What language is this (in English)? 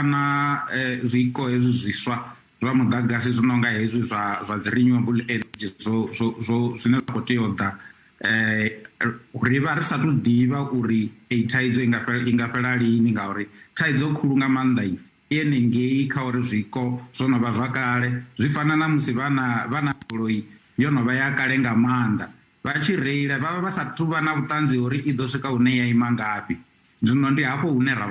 Venda